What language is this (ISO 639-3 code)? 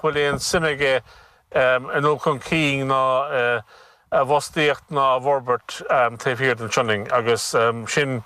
gle